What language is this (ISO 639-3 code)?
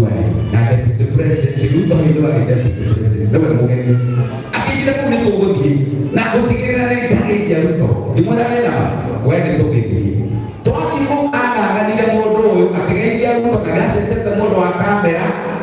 kik